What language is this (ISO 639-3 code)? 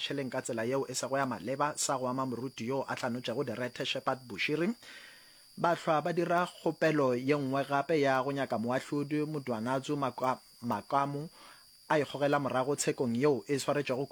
nso